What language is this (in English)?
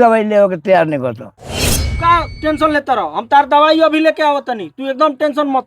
Bhojpuri